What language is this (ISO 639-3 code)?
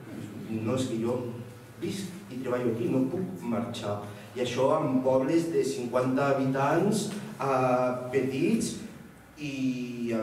cat